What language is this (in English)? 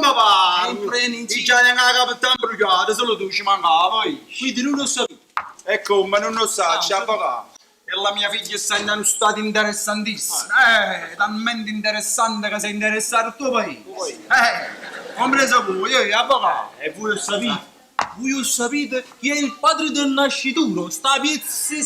Neapolitan